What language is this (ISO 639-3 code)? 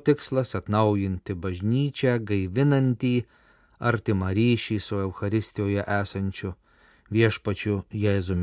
lit